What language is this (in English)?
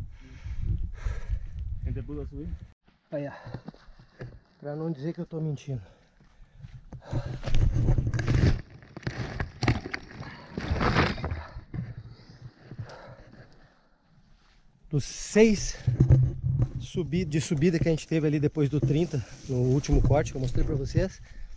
Portuguese